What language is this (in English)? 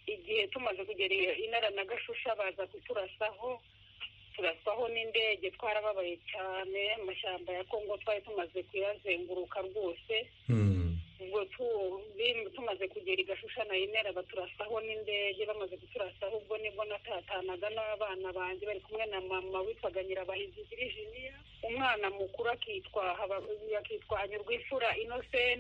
Kinyarwanda